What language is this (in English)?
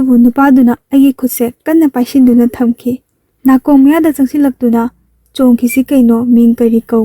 Manipuri